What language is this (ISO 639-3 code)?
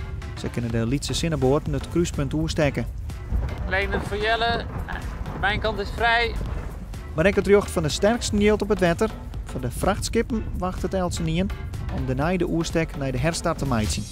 fry